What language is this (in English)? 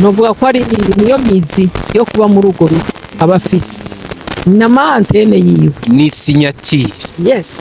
Rundi